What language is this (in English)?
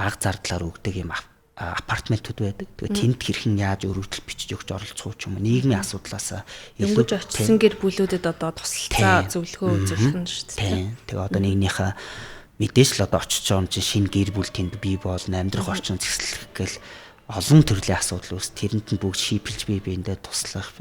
Mongolian